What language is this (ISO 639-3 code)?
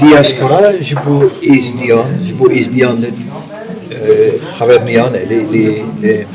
kur